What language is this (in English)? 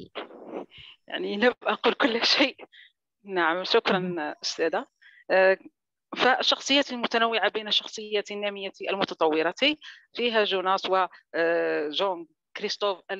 Arabic